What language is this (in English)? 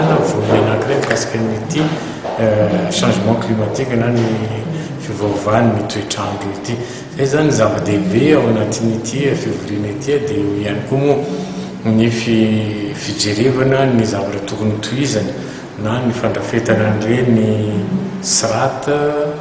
Malagasy